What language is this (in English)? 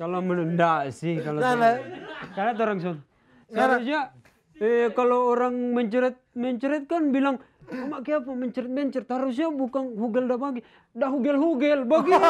Manado Malay